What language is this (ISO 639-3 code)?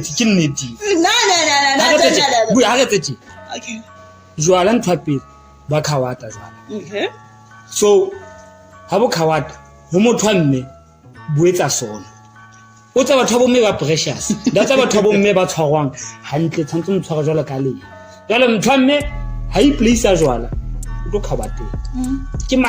sot